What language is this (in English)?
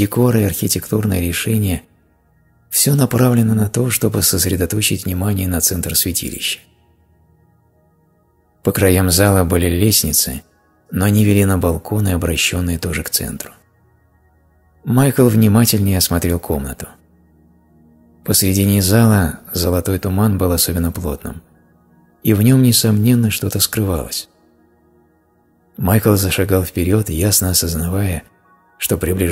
Russian